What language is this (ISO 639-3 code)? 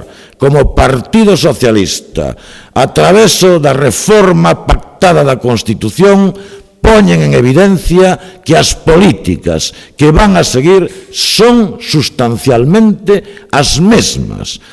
glg